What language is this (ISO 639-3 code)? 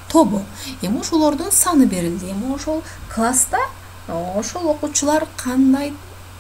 kir